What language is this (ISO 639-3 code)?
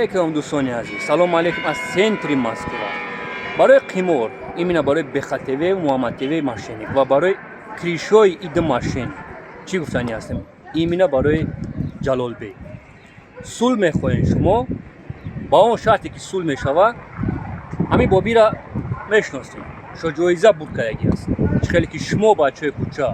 tgk